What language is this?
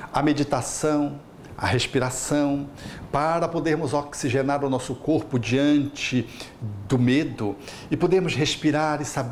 Portuguese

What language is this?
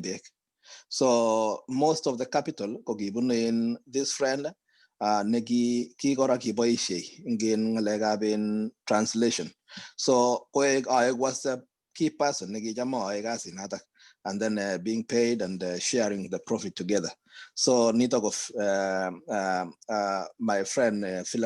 Kalenjin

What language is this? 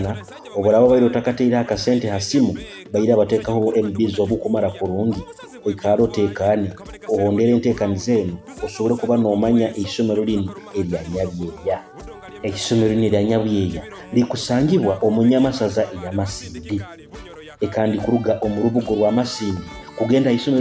Nyoro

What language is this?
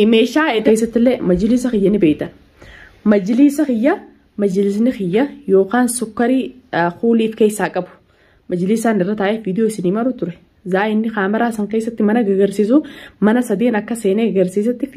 Oromo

